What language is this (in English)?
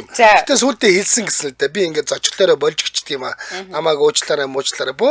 Mongolian